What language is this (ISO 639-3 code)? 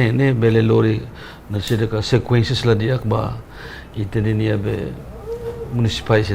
tet